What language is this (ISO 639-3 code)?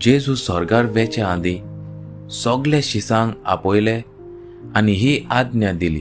kok